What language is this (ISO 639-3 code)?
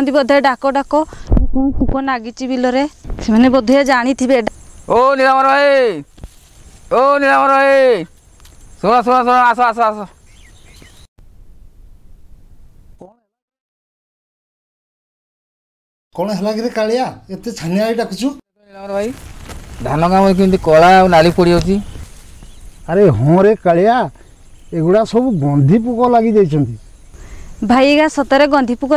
ori